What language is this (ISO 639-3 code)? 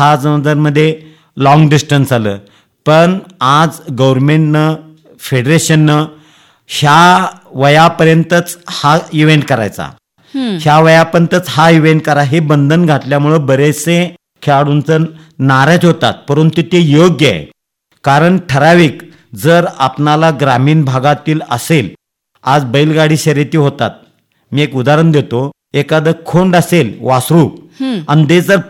mar